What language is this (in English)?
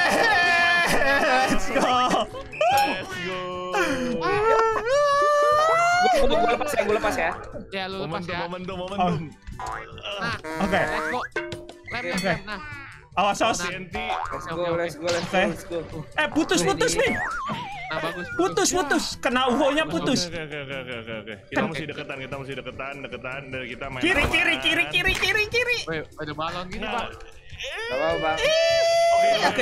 Indonesian